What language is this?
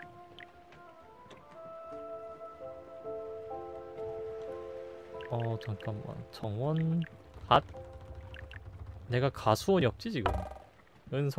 Korean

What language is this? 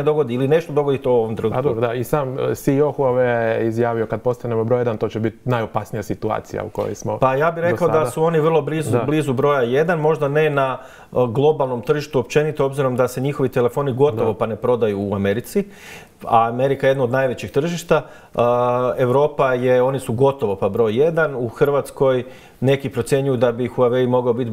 Croatian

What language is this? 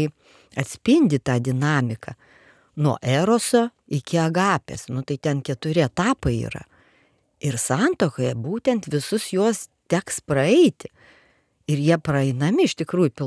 Lithuanian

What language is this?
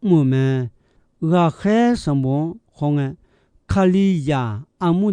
Akha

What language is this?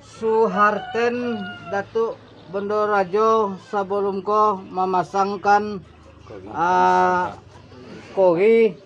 Minangkabau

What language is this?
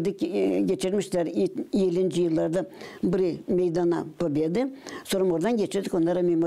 Gagauz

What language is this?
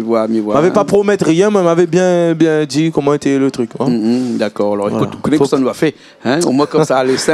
Réunion Creole French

